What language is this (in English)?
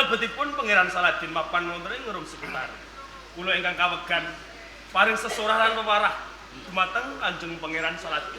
Javanese